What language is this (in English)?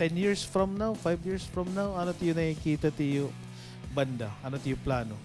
Waray